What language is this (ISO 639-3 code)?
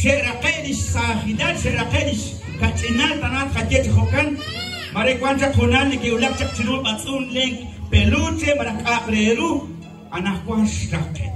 kek